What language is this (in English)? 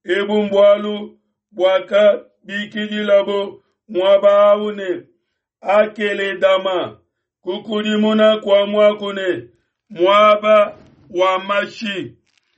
Luba-Lulua